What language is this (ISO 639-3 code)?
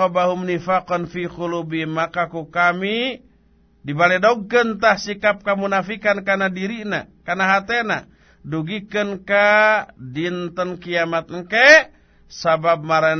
sun